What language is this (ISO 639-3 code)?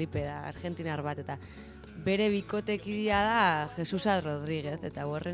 eus